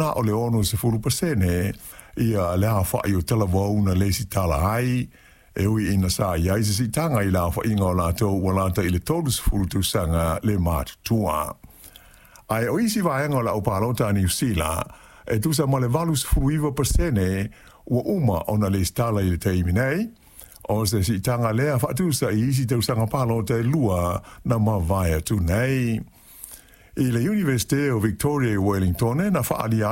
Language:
Samoan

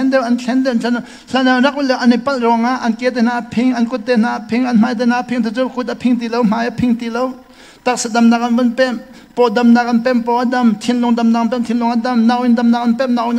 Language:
Hakha Chin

